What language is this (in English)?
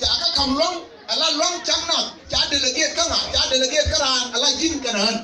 Nuer